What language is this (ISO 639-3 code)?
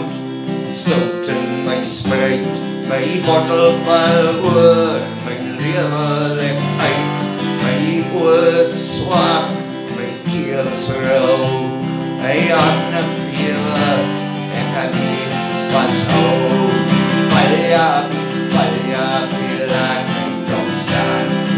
afr